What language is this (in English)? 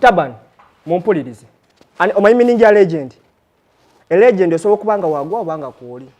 Ganda